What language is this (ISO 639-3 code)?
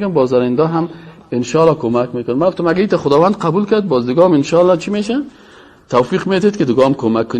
fas